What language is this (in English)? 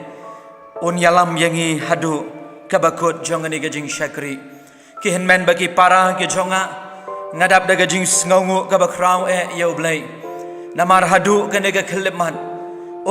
Khasi